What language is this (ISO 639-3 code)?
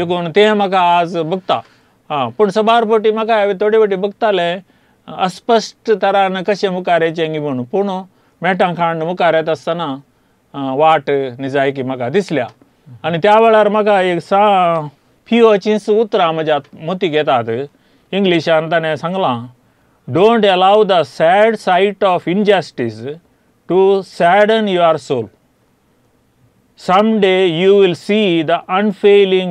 kok